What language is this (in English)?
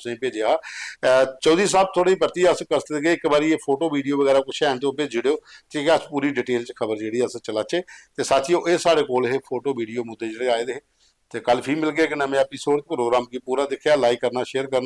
Dogri